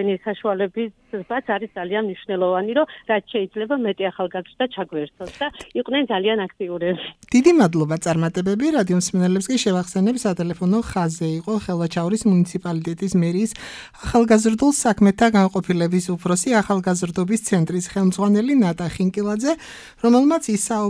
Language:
Georgian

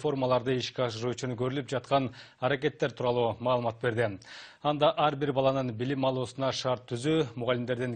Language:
Kyrgyz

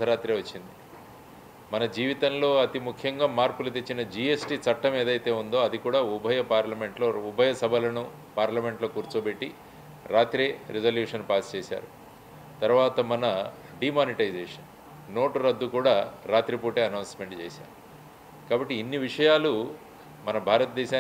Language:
Telugu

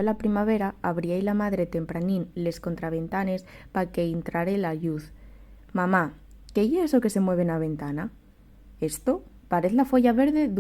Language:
Asturian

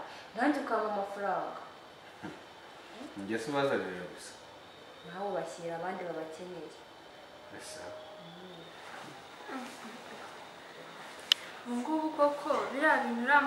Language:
Kinyarwanda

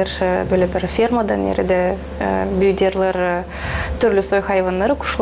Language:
Gagauz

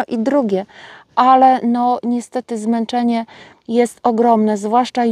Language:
Polish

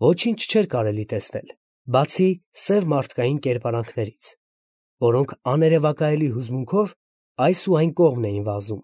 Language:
Armenian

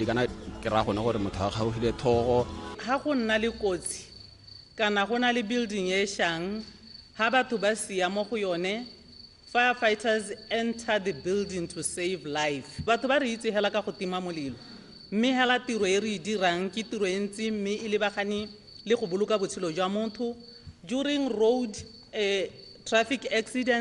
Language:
Tswana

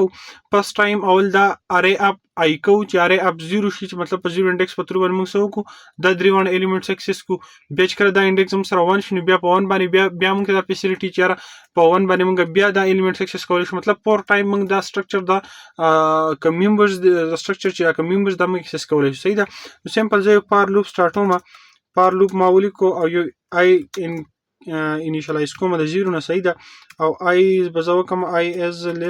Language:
Pashto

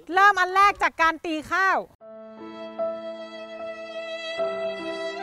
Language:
Thai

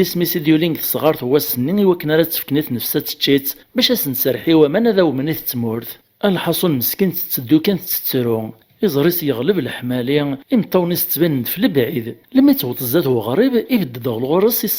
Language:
Kabyle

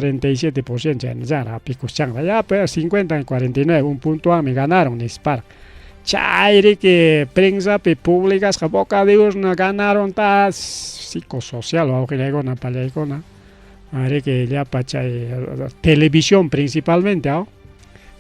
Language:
Ayacucho Quechua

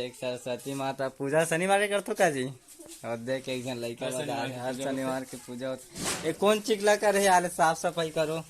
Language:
Chhattisgarhi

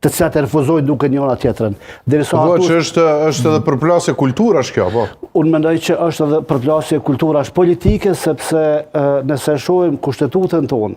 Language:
Albanian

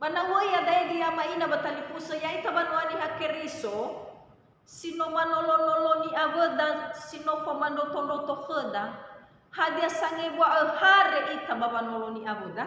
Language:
Nias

